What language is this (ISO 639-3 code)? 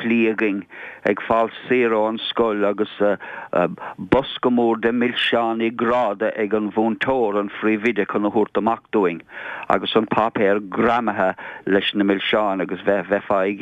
gle